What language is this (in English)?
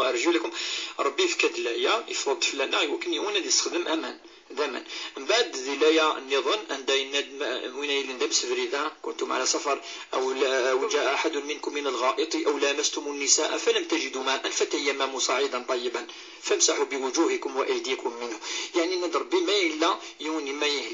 Kabyle